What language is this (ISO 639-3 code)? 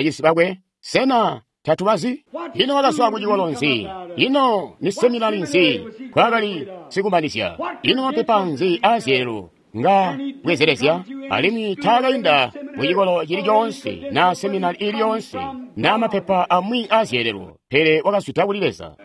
toi